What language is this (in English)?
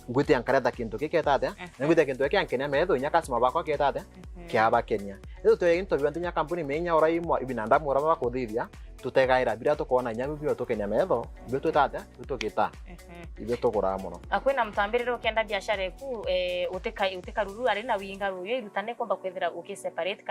Meru